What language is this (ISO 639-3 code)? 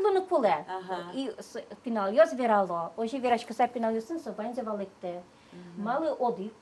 udm